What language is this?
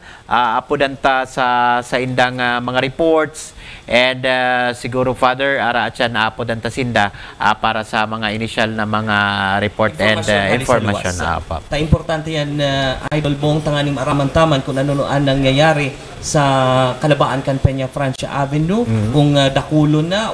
Bikol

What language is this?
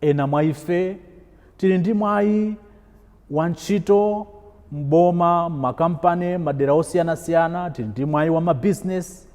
Nyanja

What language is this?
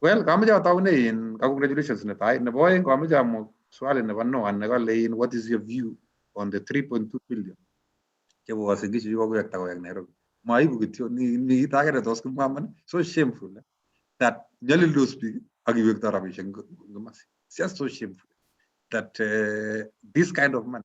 Kalenjin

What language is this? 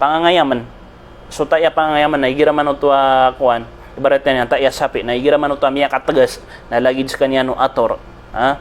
Maranao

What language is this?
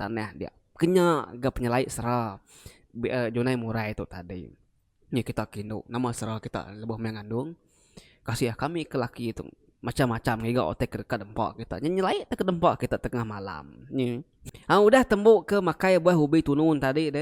Iban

